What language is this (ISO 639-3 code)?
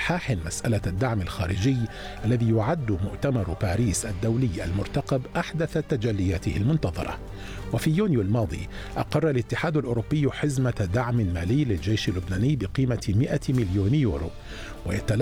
ara